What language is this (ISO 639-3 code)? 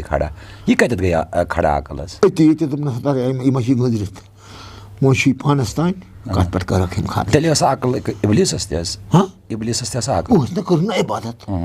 kas